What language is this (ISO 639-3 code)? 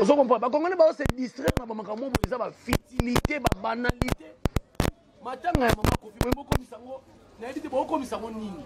lin